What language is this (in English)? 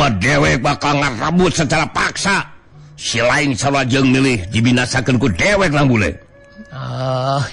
Sundanese